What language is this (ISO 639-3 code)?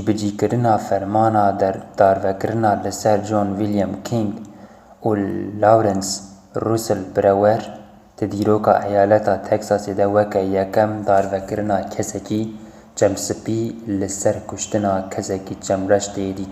kur